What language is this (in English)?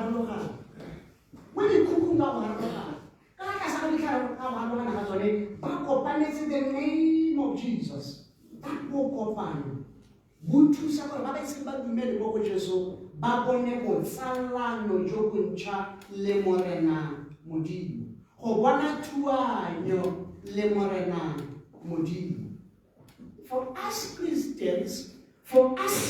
Tswana